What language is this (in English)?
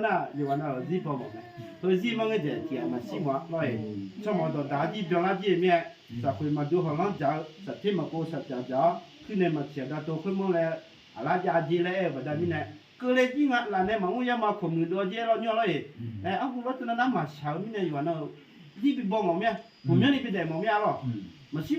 Akha